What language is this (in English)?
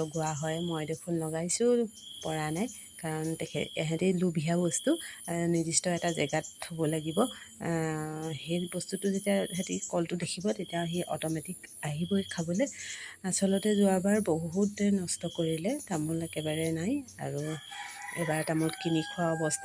Assamese